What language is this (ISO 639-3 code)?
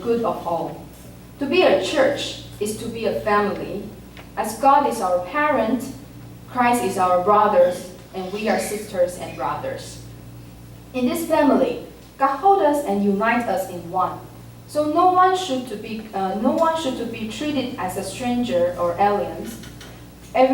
nan